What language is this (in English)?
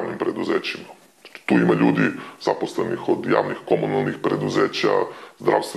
Serbian